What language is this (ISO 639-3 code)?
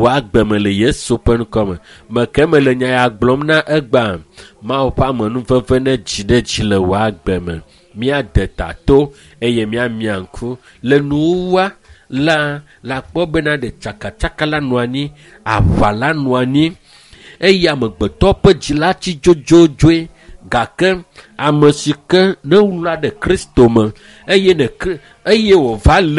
ewe